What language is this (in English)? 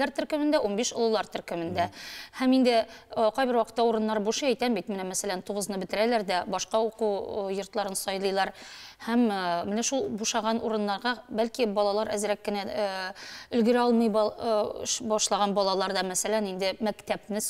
Tatar